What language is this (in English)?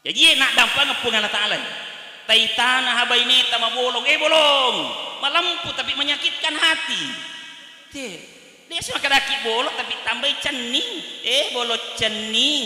Buginese